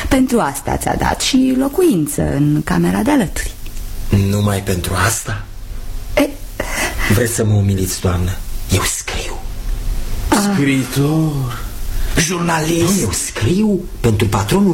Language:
Romanian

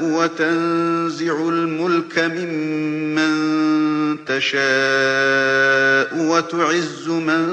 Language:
Galician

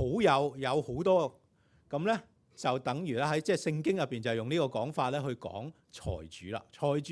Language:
Cantonese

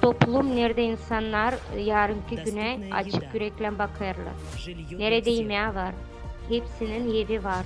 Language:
Gagauz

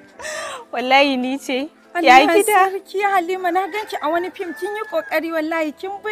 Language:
Hausa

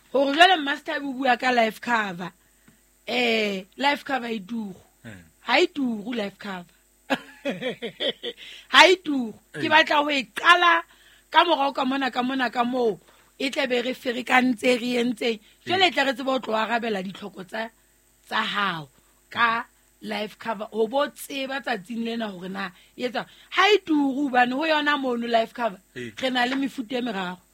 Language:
Southern Sotho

